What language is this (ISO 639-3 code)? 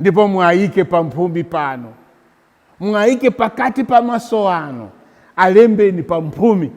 nya